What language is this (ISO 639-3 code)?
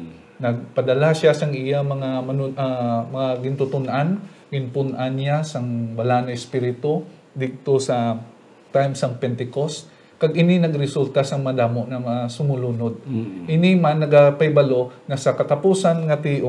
hil